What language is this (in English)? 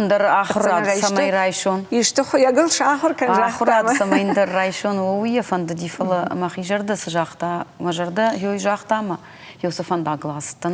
Ossetic